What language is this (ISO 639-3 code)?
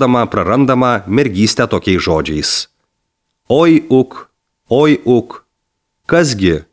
lit